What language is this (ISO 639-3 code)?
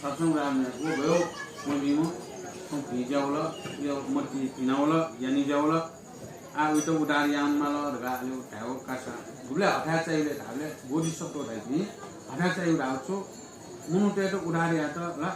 new